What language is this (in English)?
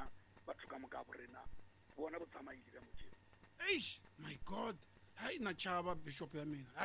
Tsonga